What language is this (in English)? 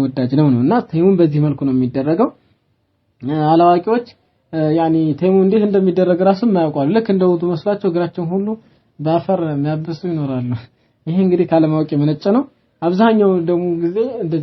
Amharic